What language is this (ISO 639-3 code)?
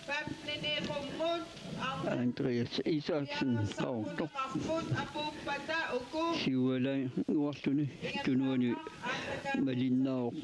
kal